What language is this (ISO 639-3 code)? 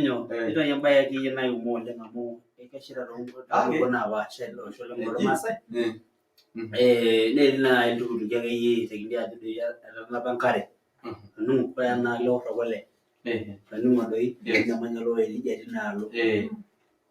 mas